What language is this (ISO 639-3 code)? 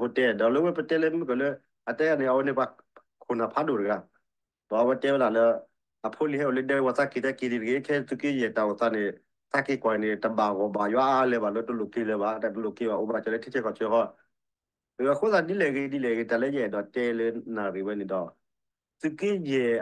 ksw